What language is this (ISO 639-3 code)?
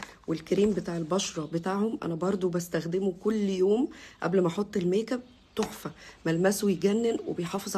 arz